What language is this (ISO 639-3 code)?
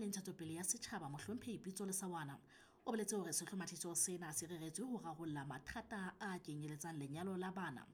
sot